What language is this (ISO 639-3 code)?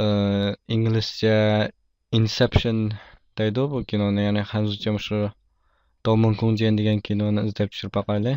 uig